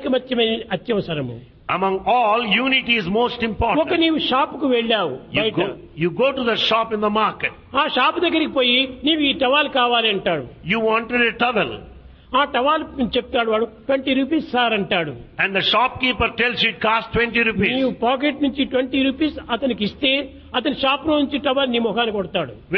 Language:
Telugu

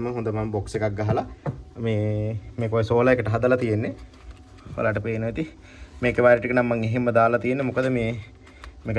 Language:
Sinhala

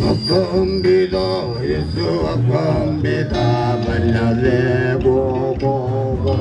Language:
Kamba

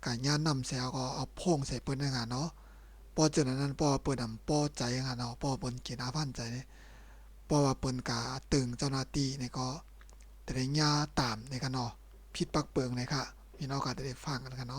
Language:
Shan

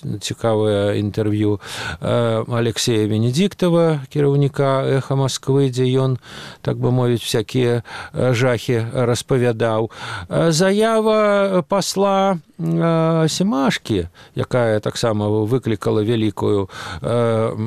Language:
Belarusian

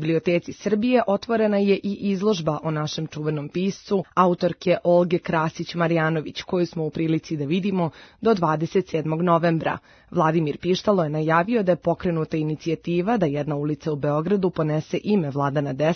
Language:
Serbian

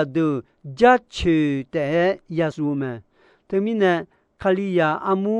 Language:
Akha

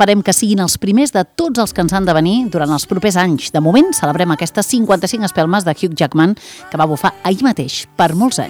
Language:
Catalan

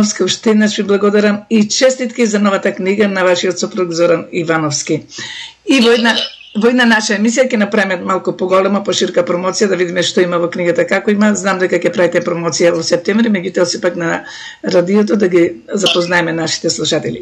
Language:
Macedonian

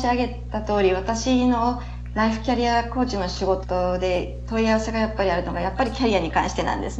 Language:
Japanese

